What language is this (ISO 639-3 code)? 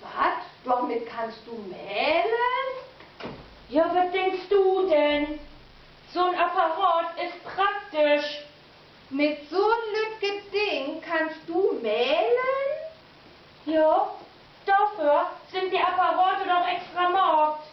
nds